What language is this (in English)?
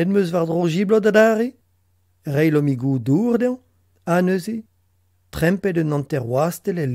Breton